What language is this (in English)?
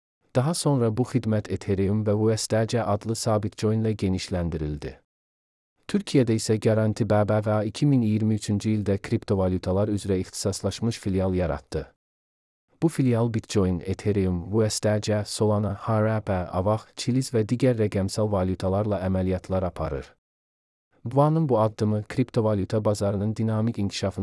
Azerbaijani